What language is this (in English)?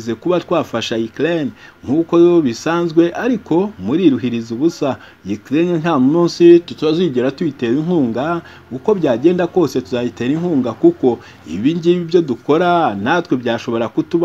Kinyarwanda